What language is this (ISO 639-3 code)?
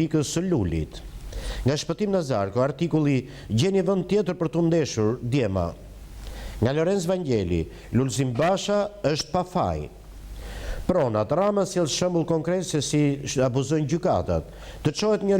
sqi